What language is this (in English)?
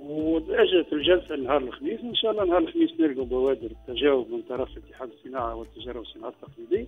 Tunisian Arabic